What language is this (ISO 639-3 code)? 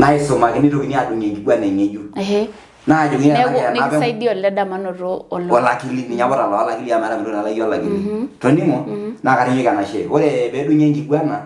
mas